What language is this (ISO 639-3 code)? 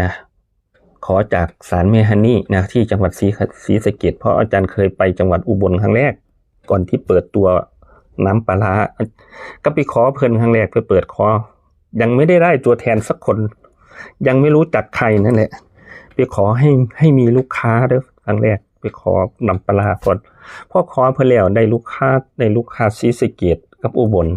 tts